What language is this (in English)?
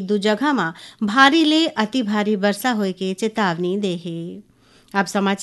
Chhattisgarhi